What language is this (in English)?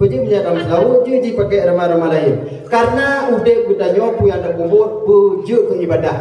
Achinese